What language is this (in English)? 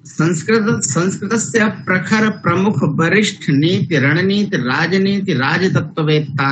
Sanskrit